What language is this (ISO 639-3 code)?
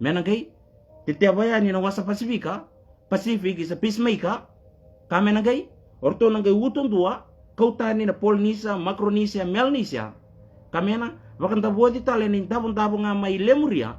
fij